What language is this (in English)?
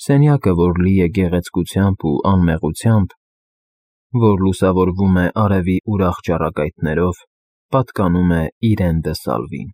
Armenian